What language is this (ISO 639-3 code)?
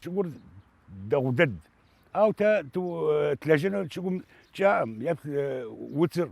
kbd